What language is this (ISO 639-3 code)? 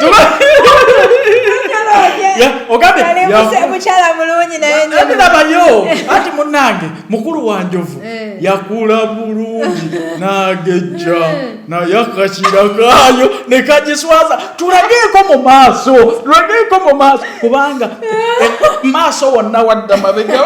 lug